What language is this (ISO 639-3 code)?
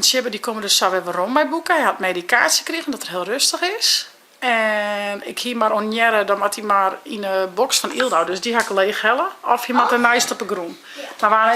fry